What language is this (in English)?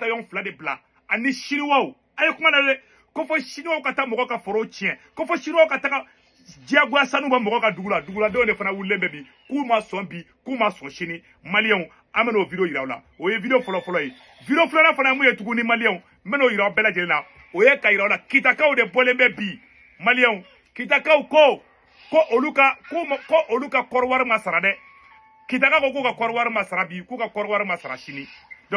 Bambara